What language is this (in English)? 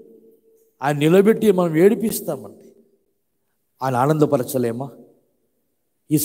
Telugu